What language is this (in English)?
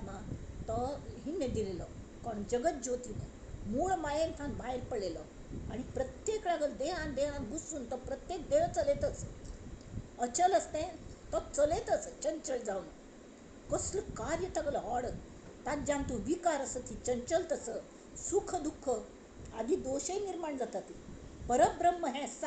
Konkani